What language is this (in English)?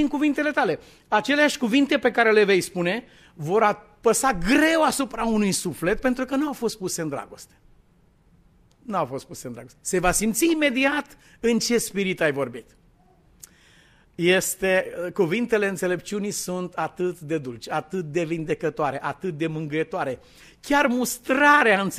Romanian